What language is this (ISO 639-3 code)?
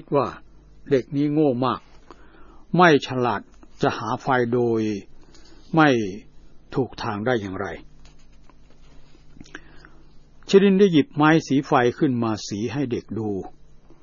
tha